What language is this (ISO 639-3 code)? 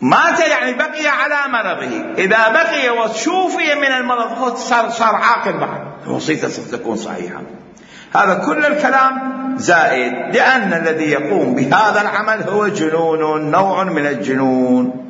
acm